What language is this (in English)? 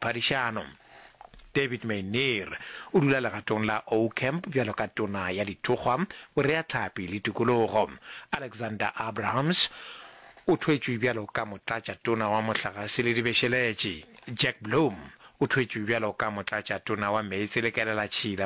Northern Sotho